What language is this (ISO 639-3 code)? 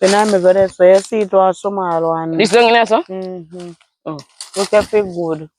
jam